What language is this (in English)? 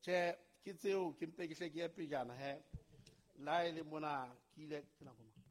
Southern Sotho